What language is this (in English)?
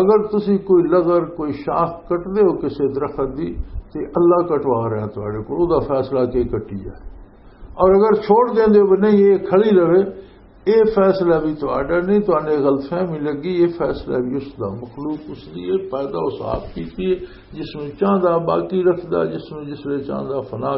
Western Panjabi